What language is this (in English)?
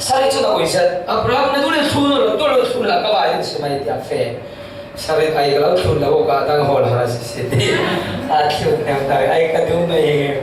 Falam Chin